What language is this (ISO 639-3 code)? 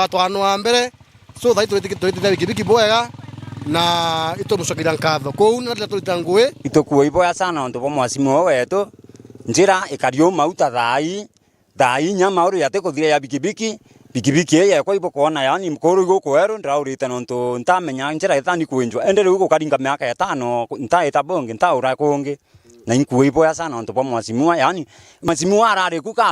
mer